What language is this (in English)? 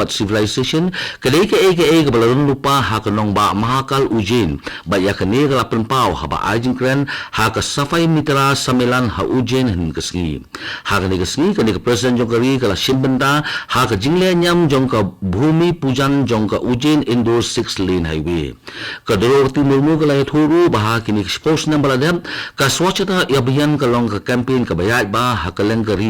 Khasi